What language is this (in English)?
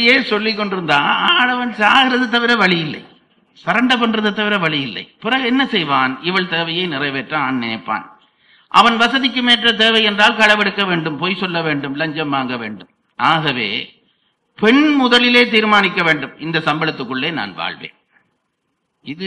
Tamil